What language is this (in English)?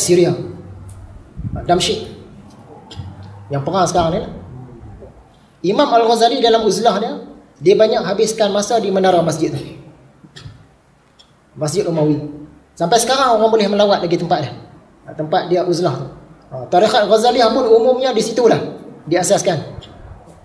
Malay